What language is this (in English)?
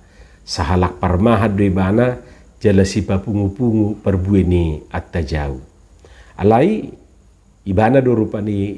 Batak Toba